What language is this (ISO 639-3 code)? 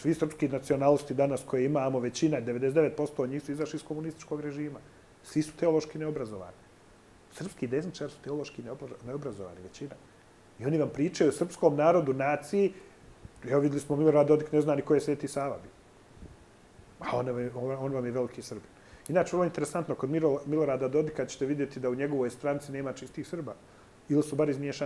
bos